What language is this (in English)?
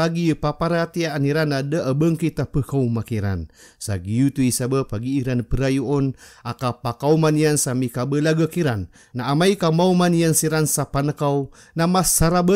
Maranao